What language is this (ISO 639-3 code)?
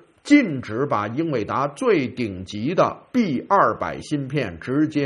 zho